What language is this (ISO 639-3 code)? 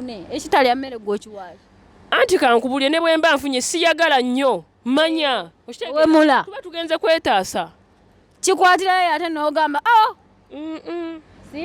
lug